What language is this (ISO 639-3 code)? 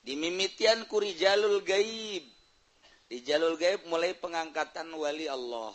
sun